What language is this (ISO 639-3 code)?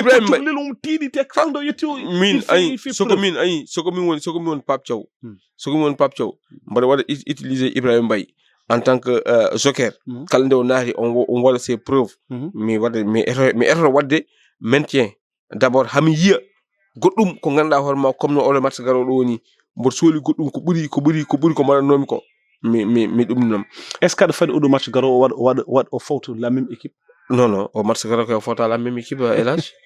ful